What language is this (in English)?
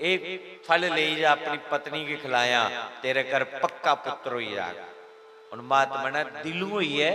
Dogri